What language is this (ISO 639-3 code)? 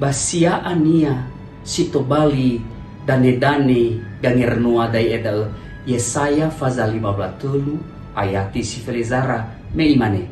nia